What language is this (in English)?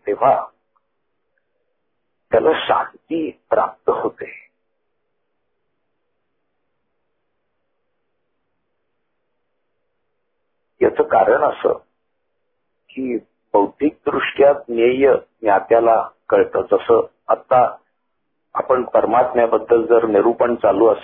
Marathi